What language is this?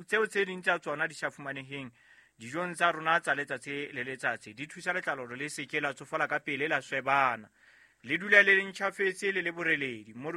Southern Sotho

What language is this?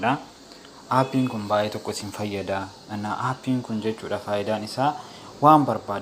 Oromo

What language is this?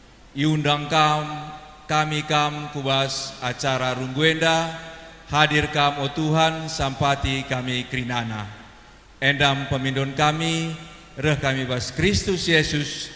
Batak Karo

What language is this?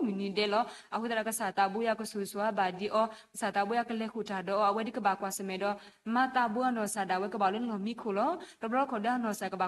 S'gaw Karen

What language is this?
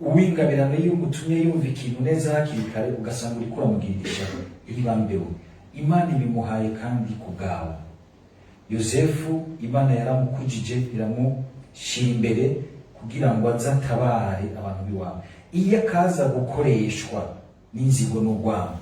Rundi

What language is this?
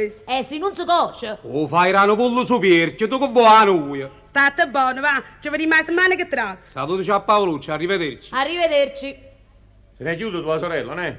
Neapolitan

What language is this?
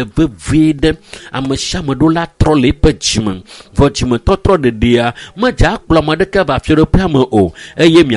Ewe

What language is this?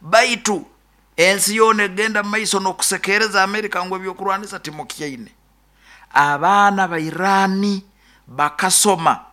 Nyoro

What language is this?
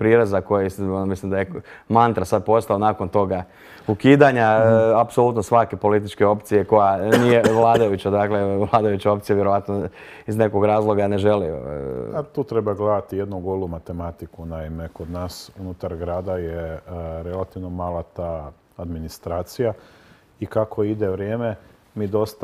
Croatian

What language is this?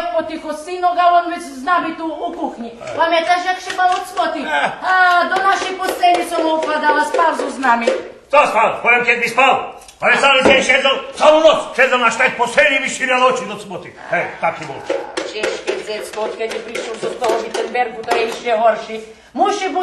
Rusyn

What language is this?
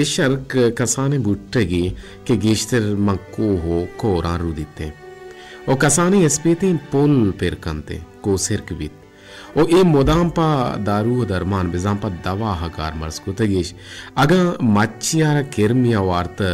Baluchi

